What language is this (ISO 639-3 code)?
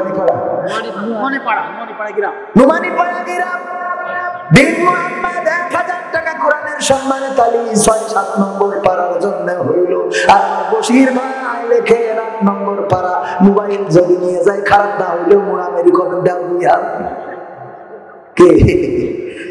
ben